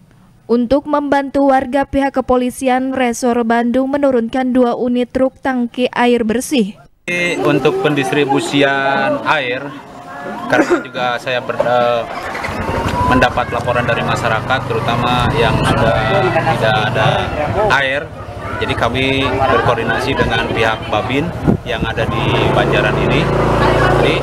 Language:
Indonesian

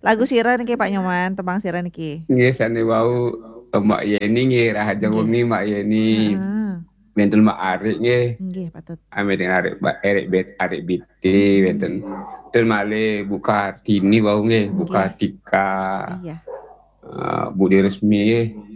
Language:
Balinese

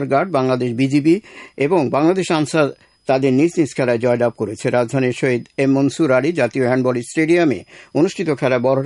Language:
Bangla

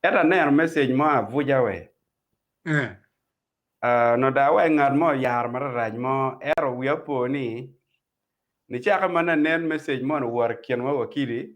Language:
Acoli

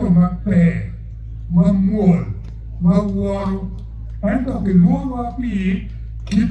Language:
Acoli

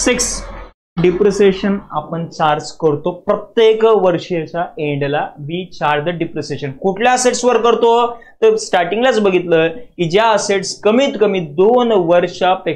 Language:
Marathi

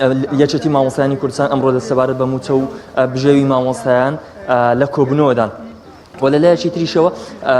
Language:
Central Kurdish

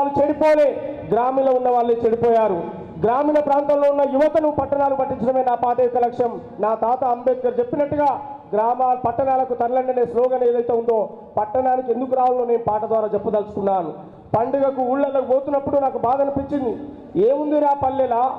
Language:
Telugu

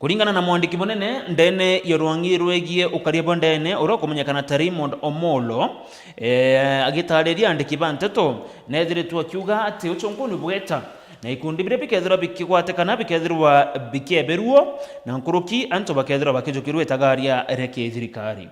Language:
Meru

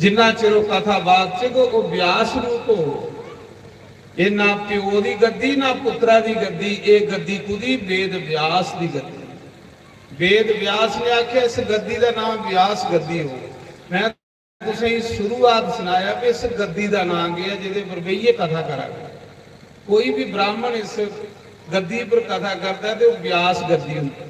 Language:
Dogri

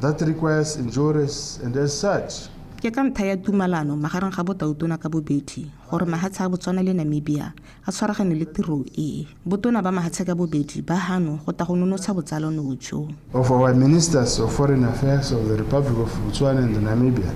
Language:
Tswana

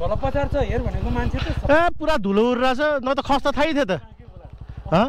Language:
Nepali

